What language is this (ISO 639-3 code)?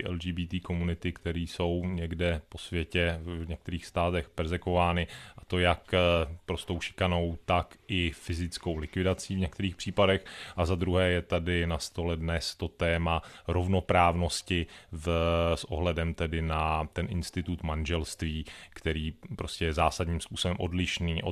ces